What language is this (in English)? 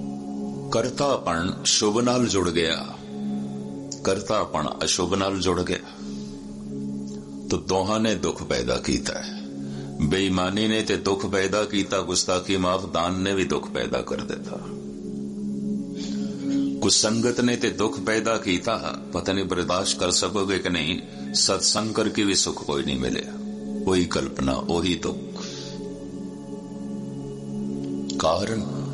Punjabi